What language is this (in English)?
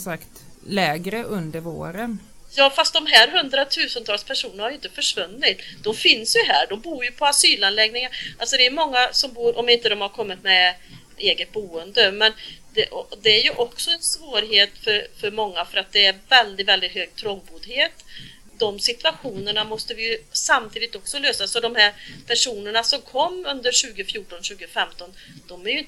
Swedish